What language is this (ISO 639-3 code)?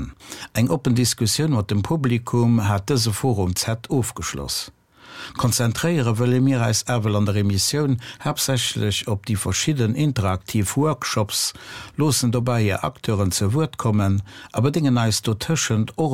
ltz